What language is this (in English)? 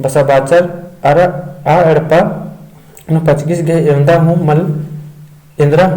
Kurukh